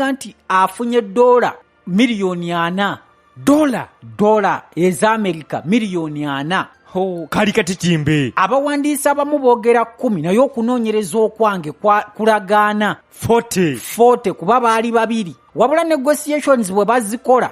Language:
Ganda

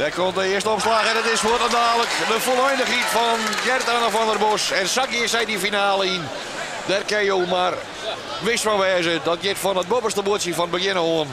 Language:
Western Frisian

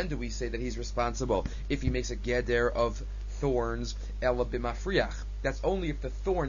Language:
English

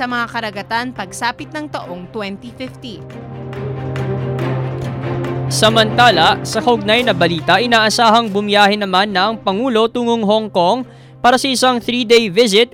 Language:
Filipino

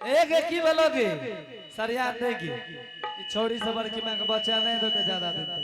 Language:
Angika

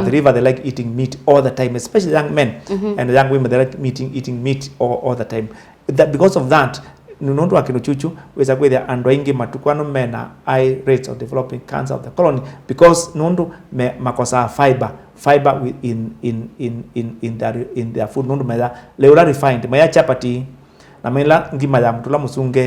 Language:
Kamba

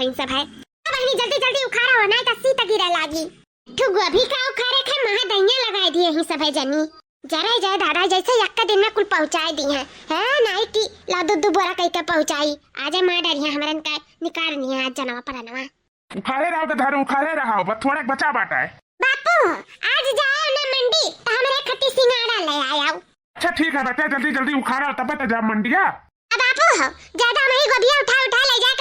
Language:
Awadhi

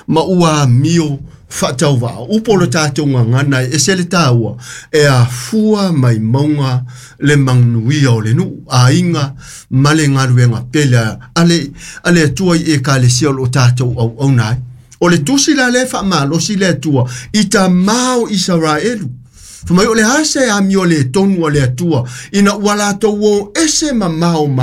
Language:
Samoan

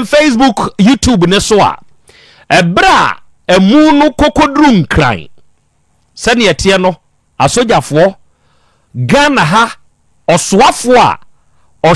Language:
Akan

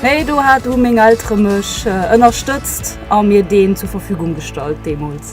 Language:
Luxembourgish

